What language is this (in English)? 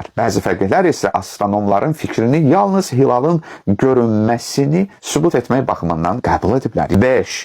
Azerbaijani